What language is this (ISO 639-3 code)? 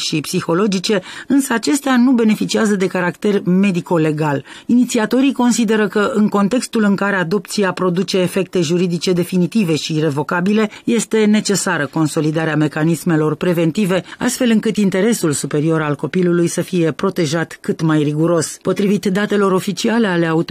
ron